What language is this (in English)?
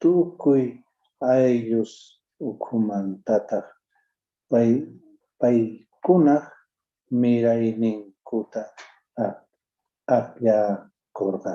Quechua